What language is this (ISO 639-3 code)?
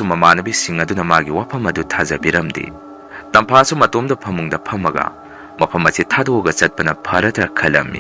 mni